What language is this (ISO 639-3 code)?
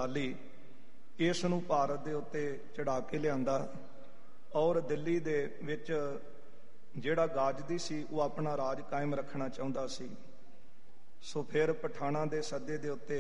pan